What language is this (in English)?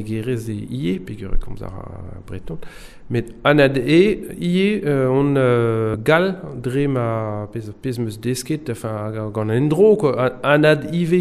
Breton